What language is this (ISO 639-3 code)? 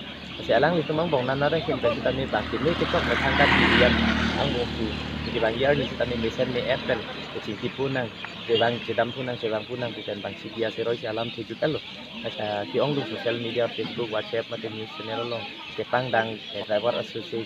mjw